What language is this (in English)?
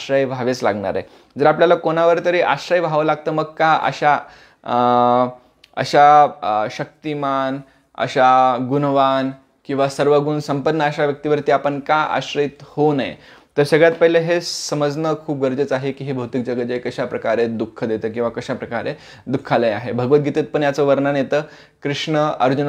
Marathi